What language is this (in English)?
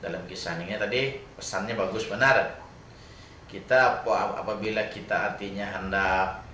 Banjar